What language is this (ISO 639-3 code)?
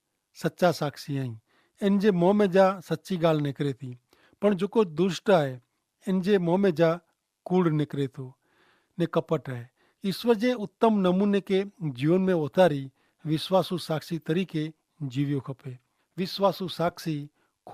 kfr